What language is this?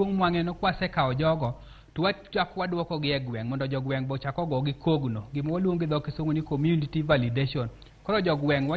Luo (Kenya and Tanzania)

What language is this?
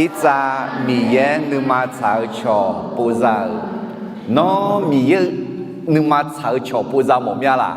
Akha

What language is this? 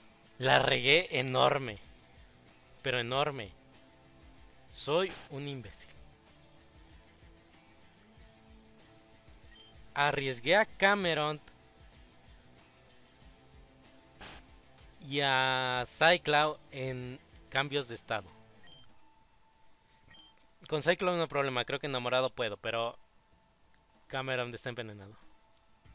Spanish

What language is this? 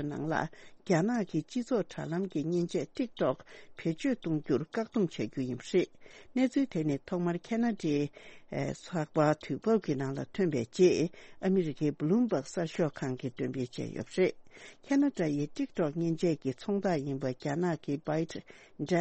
Tibetan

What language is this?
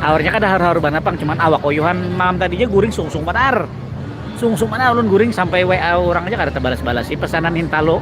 Banjar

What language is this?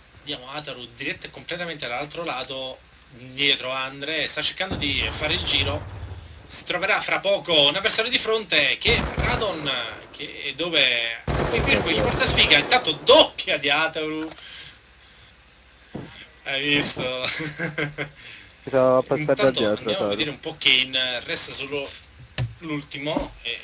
Italian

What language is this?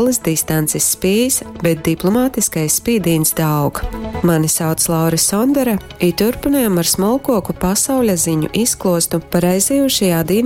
Latgalian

